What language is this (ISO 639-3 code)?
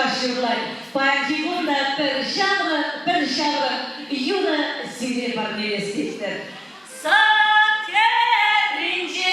chv